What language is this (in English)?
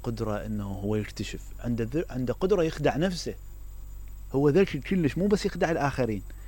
Mesopotamian Arabic